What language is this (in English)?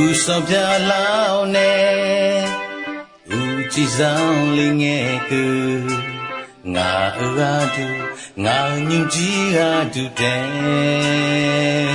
Akha